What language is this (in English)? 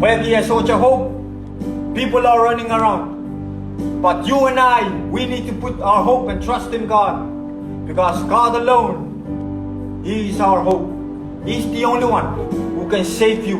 Pohnpeian